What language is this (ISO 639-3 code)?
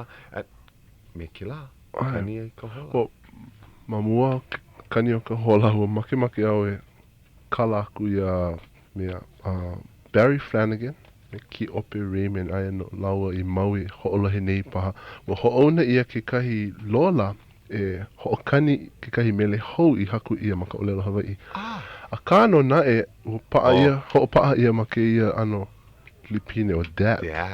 haw